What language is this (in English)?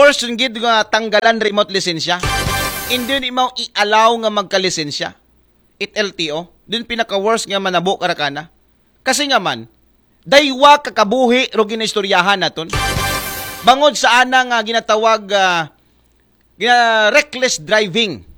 Aklanon